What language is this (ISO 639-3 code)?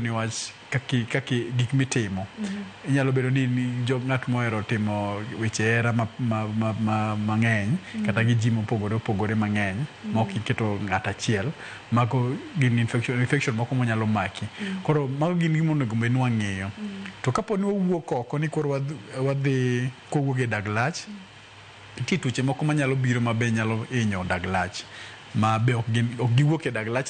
luo